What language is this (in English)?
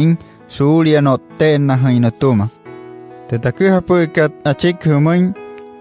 Wayuu